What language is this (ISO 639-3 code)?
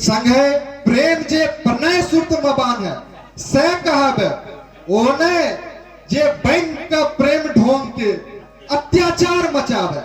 mai